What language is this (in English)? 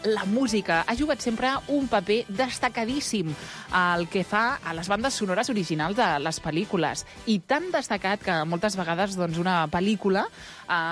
Catalan